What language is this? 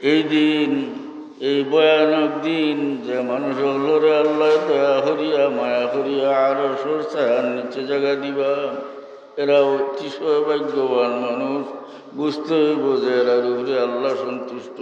Sylheti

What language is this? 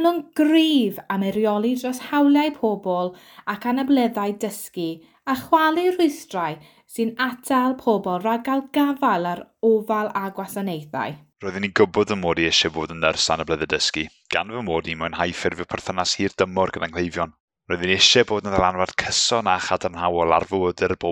Welsh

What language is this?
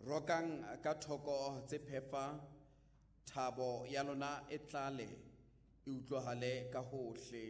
Southern Sotho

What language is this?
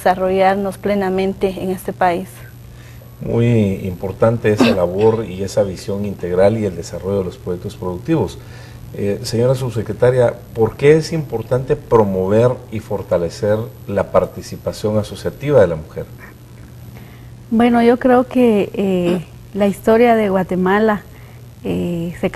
Spanish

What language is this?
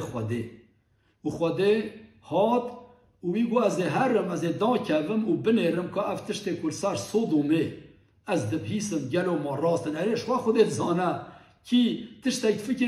Kurdish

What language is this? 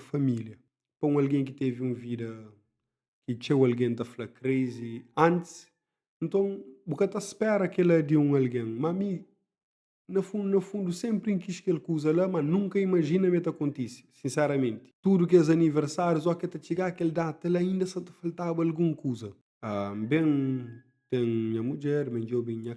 Kabuverdianu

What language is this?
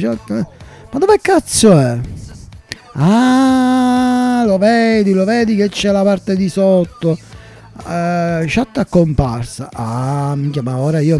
Italian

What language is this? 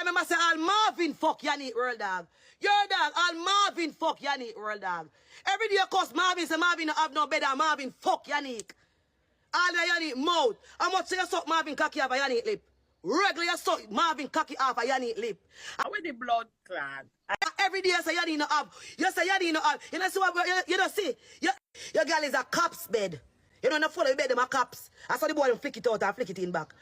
Jamaican Creole English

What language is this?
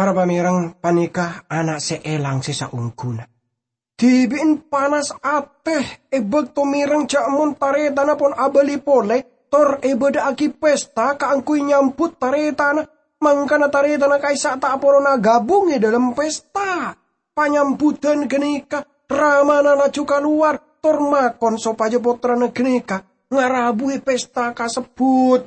Madurese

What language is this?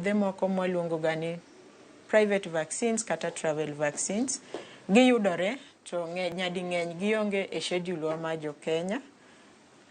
Luo (Kenya and Tanzania)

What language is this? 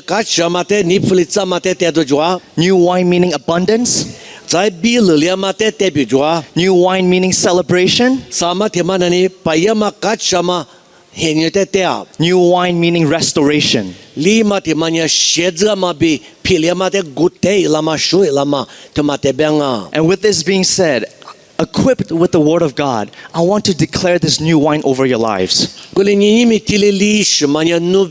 Lisu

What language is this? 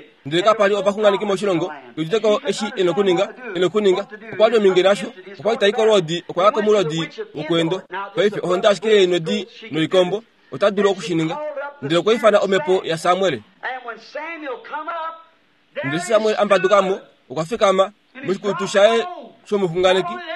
Kuanyama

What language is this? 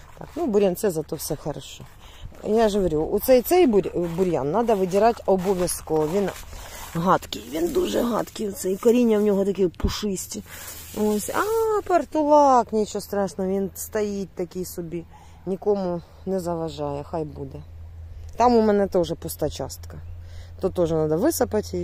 Ukrainian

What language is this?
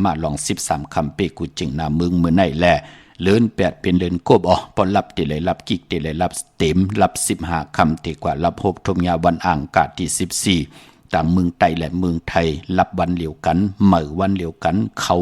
Shan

